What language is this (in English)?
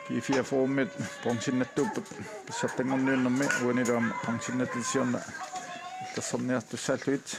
Kalaallisut